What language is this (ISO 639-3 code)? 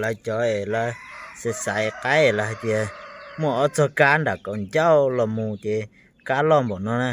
hmn